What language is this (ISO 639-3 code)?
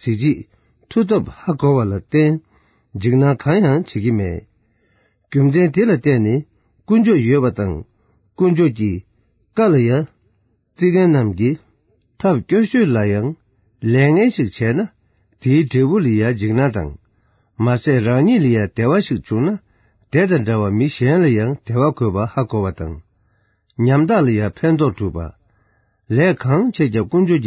bod